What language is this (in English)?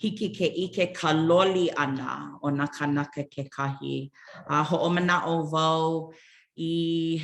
Hawaiian